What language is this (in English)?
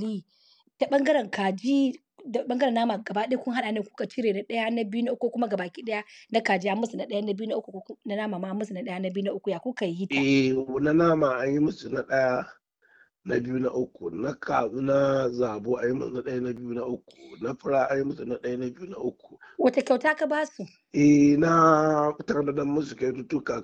Hausa